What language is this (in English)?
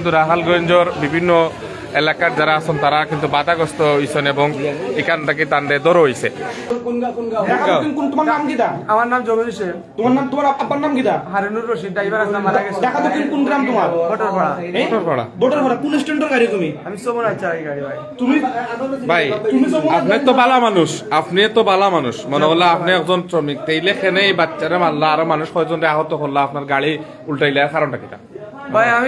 Sylheti